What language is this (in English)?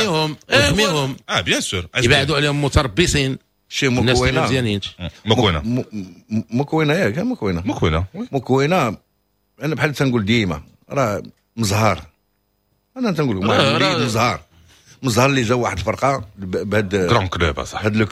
Moroccan Arabic